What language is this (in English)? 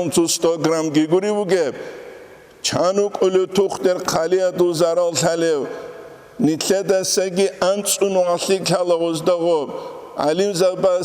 Avaric